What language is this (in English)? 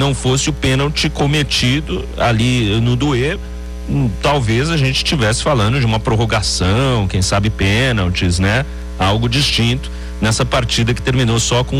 Portuguese